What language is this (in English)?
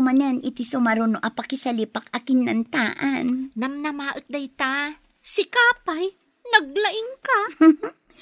Iloko